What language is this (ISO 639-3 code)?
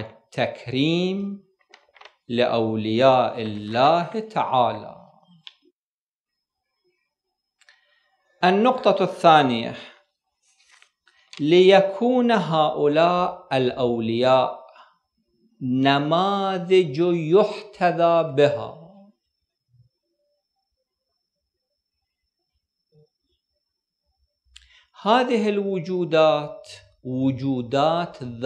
ara